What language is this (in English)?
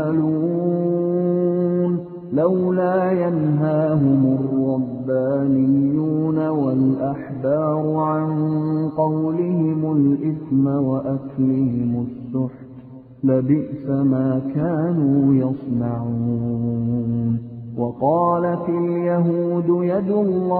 Arabic